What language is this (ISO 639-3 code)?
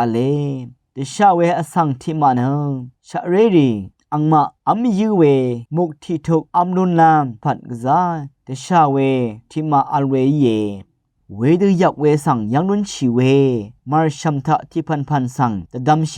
raw